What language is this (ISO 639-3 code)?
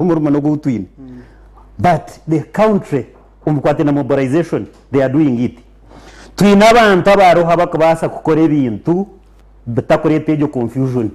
nyn